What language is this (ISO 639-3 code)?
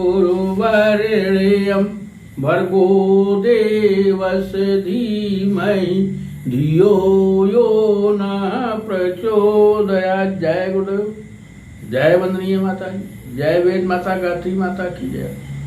awa